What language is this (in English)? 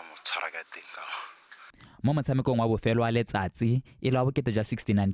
Tswana